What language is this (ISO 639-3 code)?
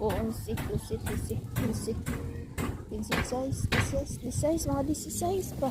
ceb